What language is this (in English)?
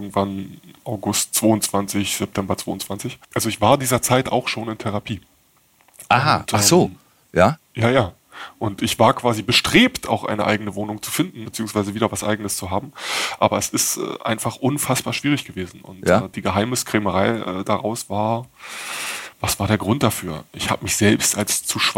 German